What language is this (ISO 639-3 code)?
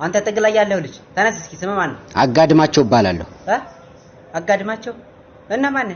amh